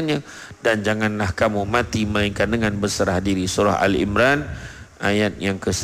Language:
Malay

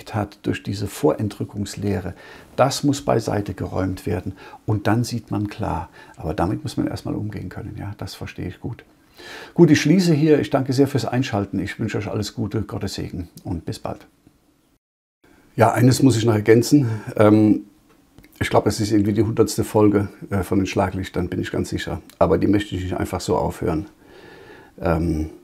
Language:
German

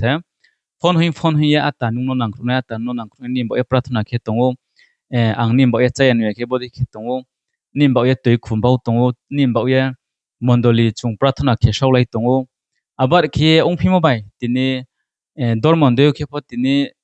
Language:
Riang (India)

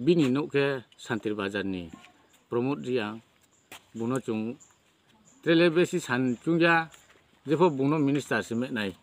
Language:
Riang (India)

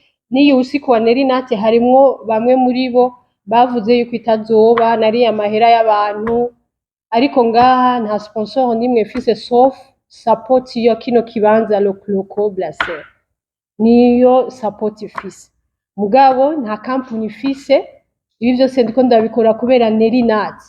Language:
Rundi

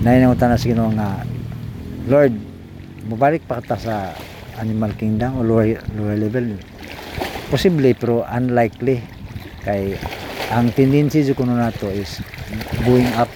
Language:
Cebuano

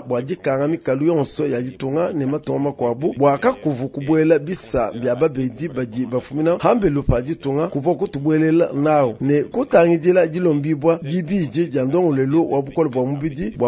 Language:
Luba-Lulua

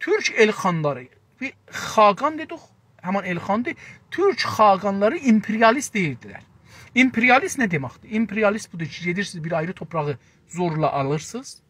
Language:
South Azerbaijani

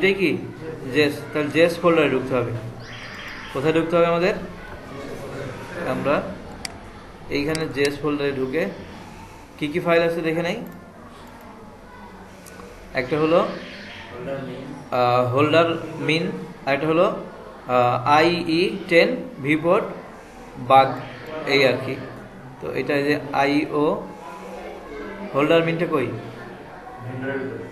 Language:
Bangla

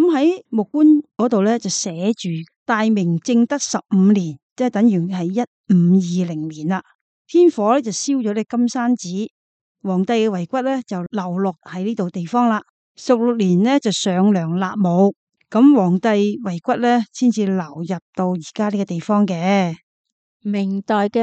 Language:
Cantonese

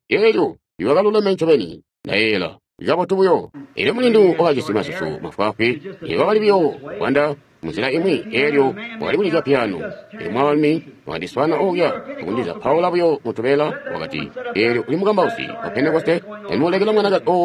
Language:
Tonga (Zambia)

